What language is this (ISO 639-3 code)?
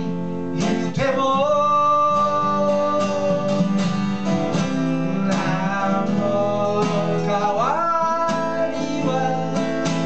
jpn